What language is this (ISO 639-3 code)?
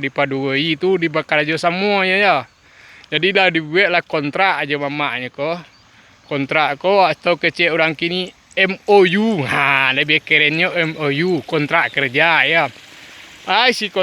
min